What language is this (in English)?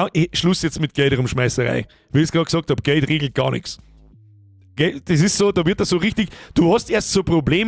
Bavarian